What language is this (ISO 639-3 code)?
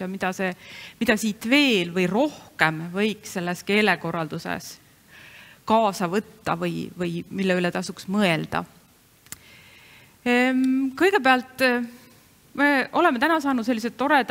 est